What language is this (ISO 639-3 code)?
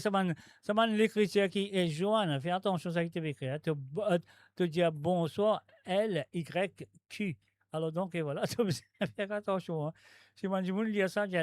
mfe